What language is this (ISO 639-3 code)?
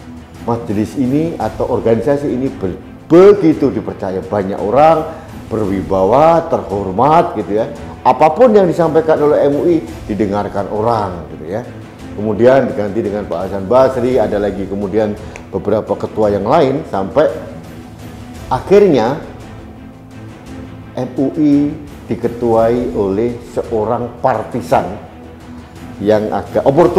ind